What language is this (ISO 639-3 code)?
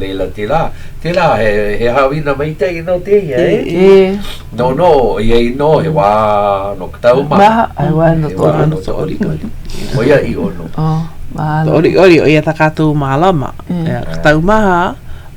haw